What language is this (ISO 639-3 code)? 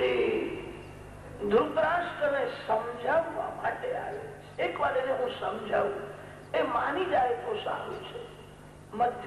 guj